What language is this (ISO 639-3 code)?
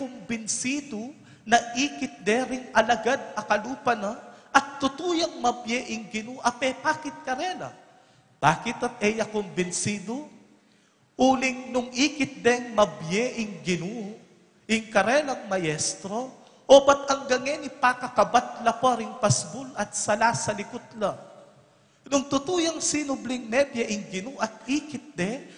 pam